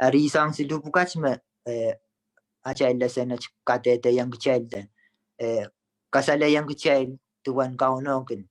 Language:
Pohnpeian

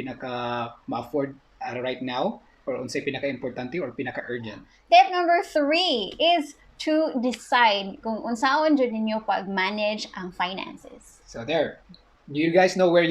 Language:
Cebuano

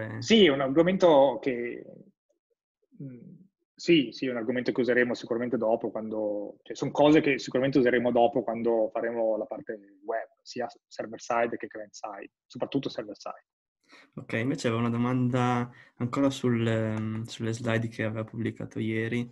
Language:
Italian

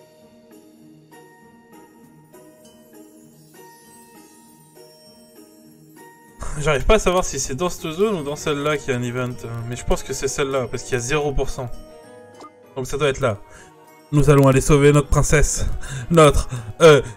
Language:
French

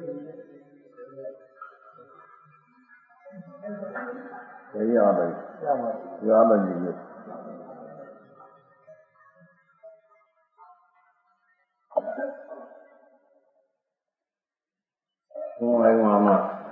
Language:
Gujarati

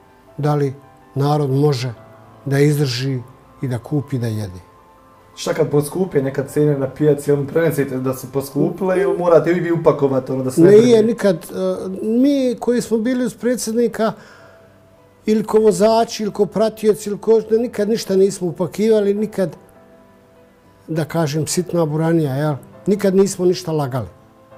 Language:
Bosnian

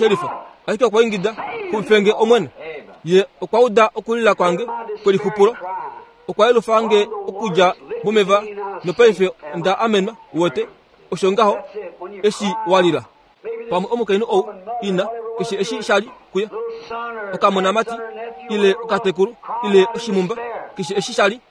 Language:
Kuanyama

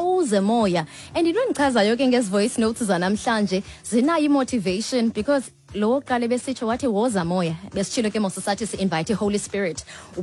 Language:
Xhosa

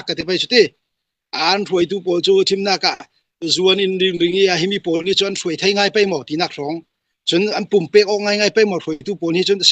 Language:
Falam Chin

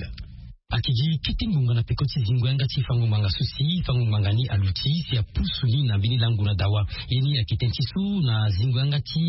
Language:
Sango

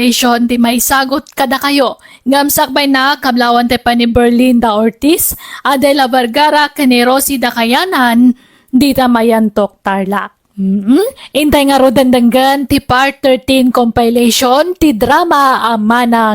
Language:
Iloko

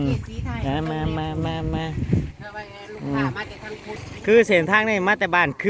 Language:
Northeastern Thai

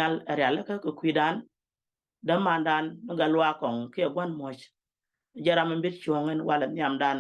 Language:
Nuer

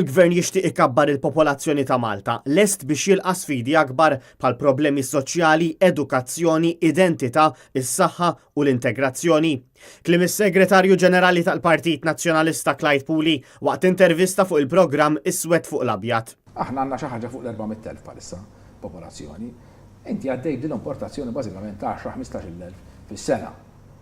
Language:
Maltese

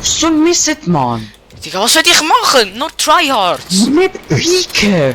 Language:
Swiss German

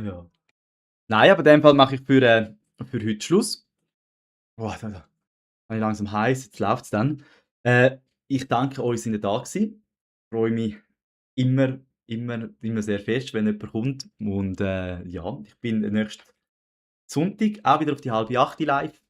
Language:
Swiss German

